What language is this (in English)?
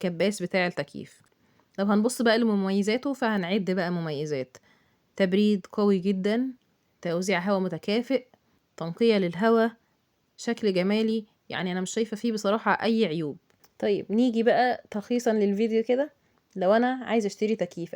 Egyptian Arabic